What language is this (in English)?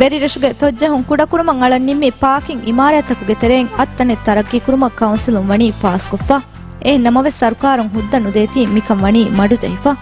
Divehi